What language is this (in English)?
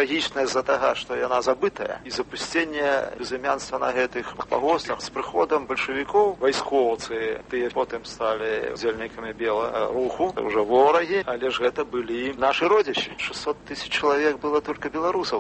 Belarusian